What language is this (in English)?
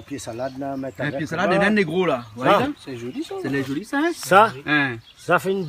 Réunion Creole French